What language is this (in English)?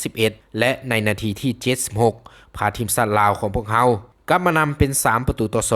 Lao